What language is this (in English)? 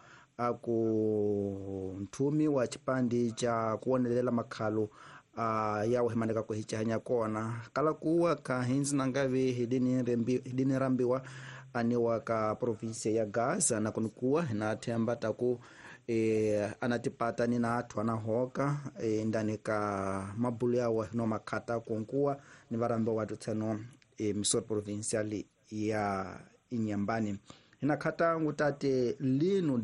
Tsonga